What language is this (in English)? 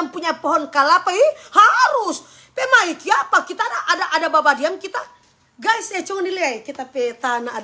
Manado Malay